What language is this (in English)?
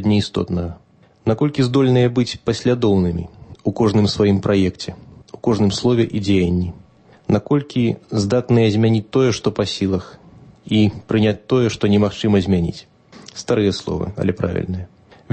Belarusian